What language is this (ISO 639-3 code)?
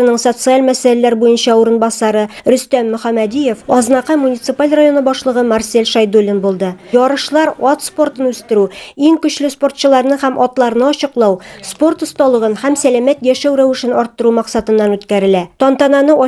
tat